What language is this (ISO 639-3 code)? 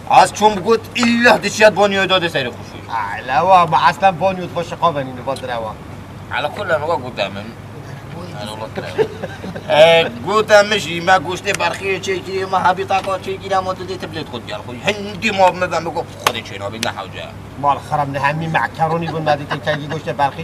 kur